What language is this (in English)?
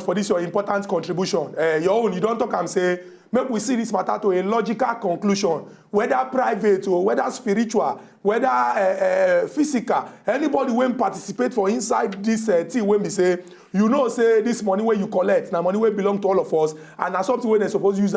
Nigerian Pidgin